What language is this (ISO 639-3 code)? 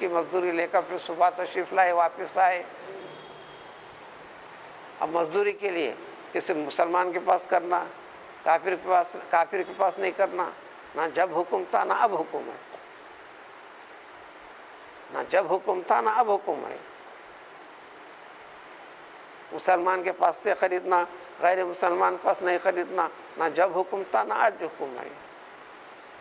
urd